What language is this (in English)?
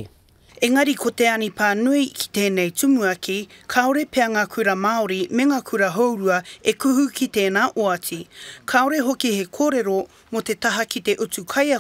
Māori